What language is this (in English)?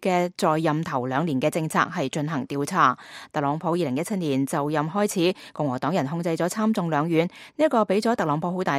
Cantonese